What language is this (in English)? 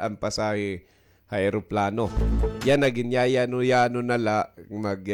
Waray